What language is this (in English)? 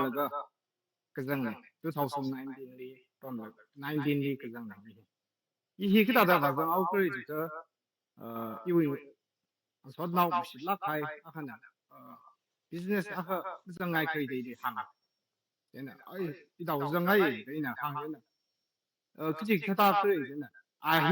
Tangkhul Naga (India)